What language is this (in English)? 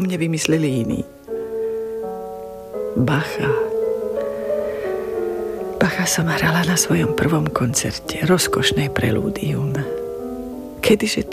Slovak